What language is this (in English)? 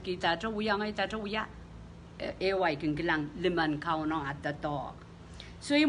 Pohnpeian